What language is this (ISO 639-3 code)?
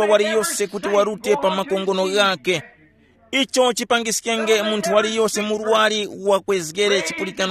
tum